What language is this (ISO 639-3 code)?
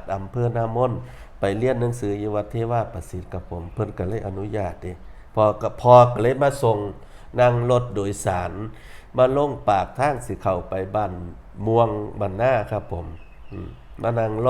tts